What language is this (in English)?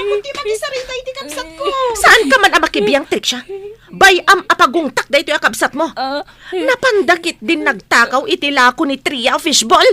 Iloko